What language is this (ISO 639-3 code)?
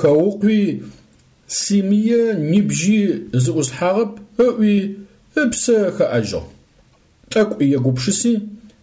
ady